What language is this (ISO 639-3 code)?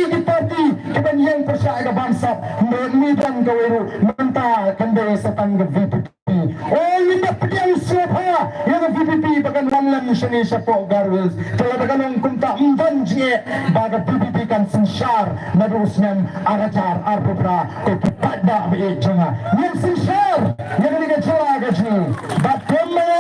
kha